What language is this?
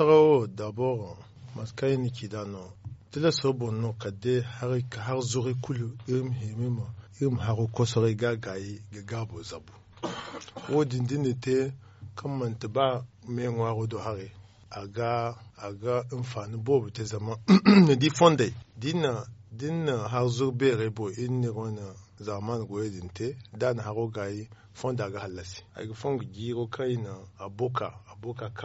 Zarma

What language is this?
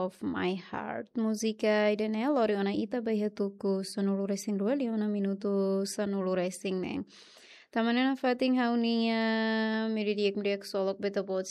Tetum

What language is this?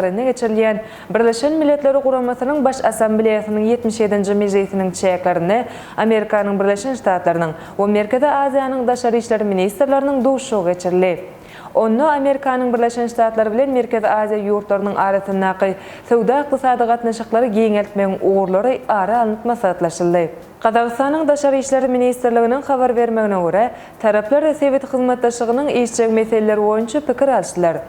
Turkmen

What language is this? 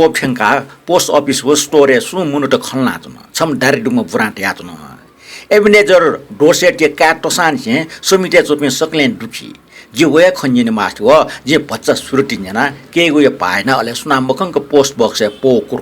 Newari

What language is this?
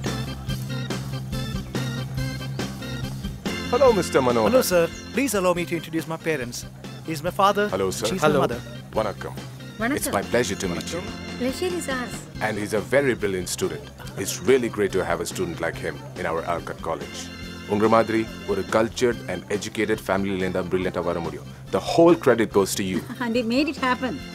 Tamil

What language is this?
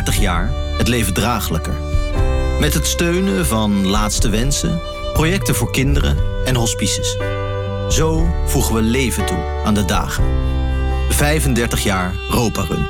Dutch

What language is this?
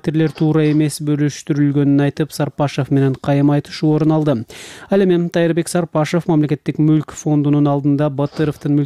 Kyrgyz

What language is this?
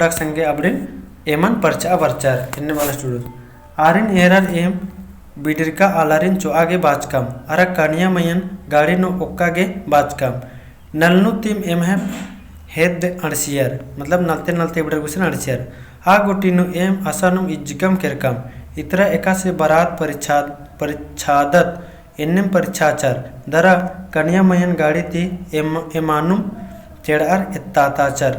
Kurukh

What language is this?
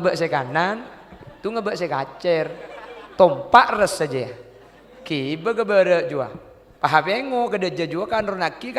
Madurese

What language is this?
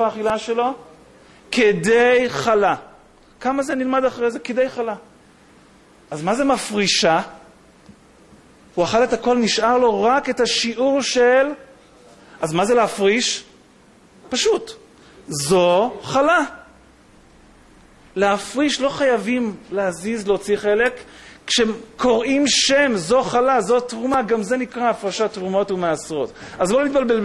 Hebrew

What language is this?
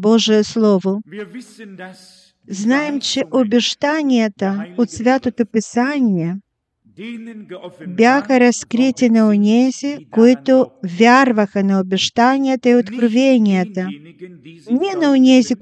Bulgarian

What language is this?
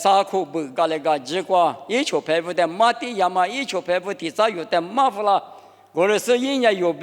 Lisu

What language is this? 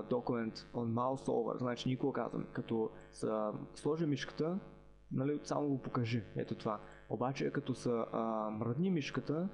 Bulgarian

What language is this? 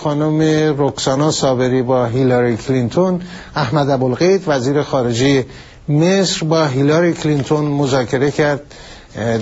Persian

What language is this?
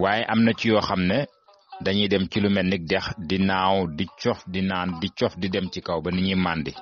Wolof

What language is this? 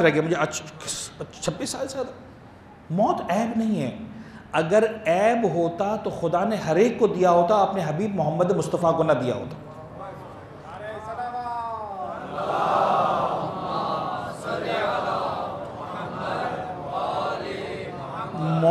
Urdu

